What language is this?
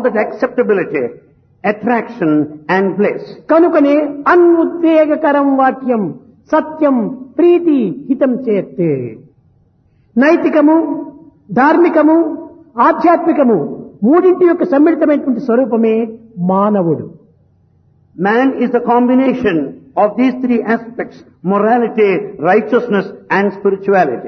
Telugu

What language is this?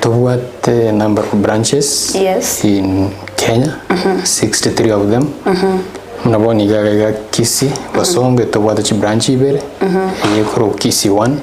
Gusii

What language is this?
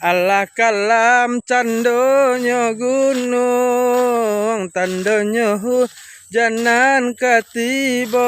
Minangkabau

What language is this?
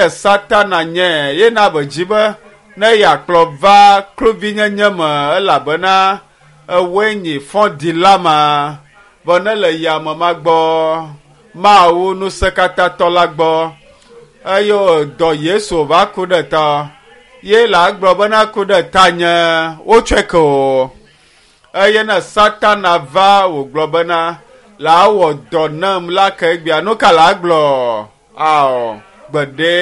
Ewe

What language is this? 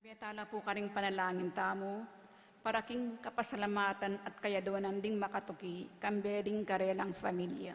Pampanga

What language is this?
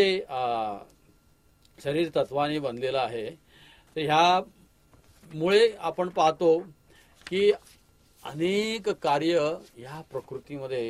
Marathi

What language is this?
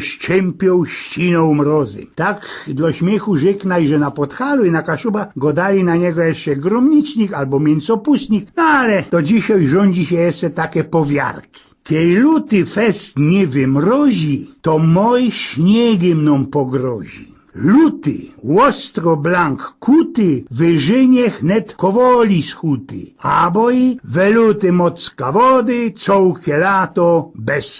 Silesian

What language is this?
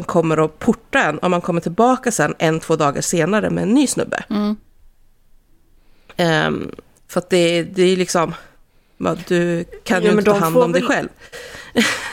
Swedish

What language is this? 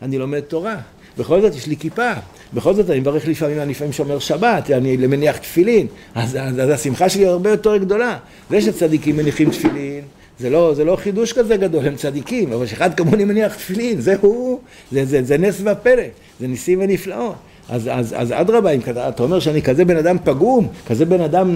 Hebrew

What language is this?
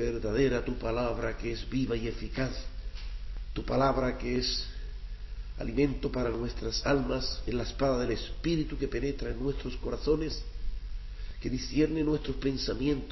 Spanish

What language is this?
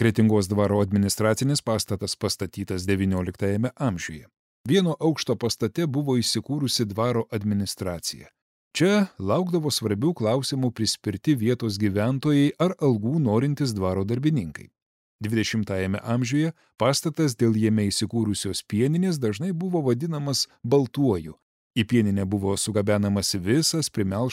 Lithuanian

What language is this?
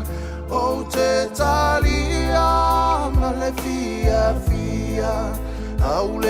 Samoan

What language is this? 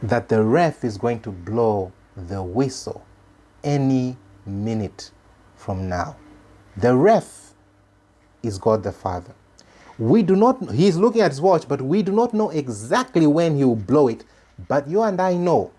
English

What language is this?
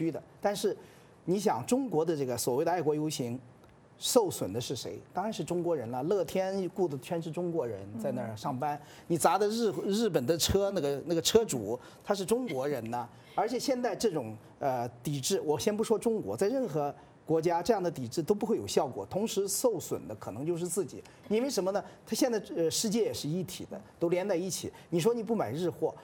Chinese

